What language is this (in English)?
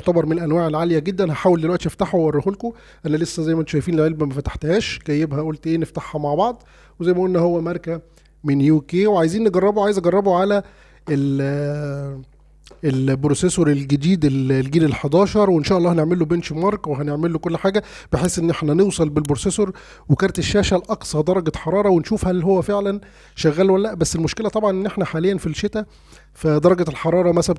Egyptian Arabic